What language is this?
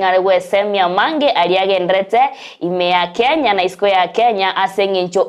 Gusii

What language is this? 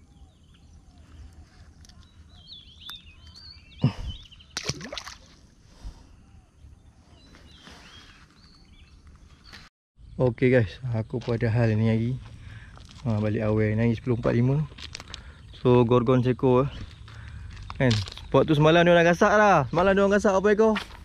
Malay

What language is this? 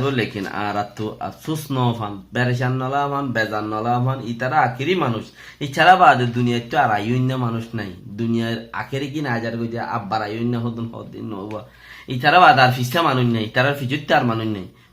Rohingya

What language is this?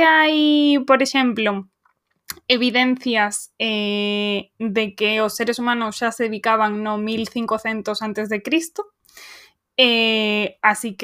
Galician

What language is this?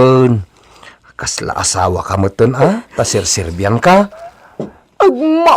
Iloko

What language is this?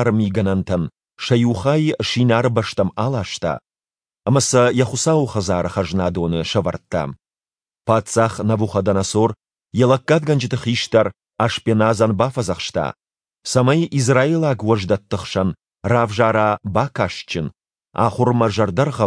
Ossetic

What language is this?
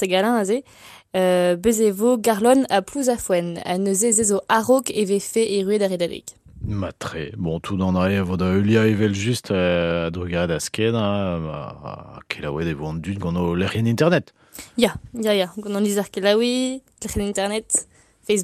Breton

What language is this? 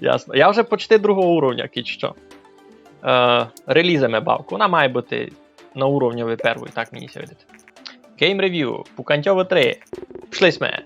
Rusyn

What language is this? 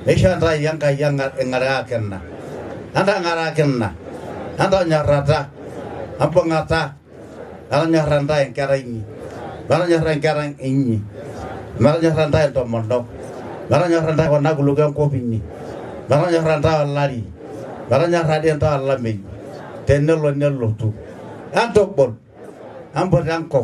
Masai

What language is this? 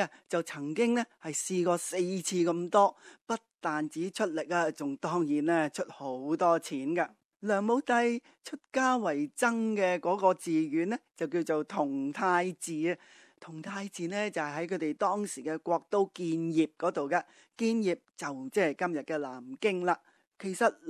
Cantonese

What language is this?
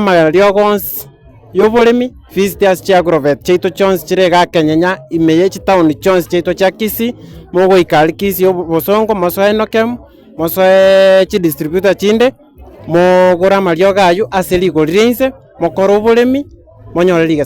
Gusii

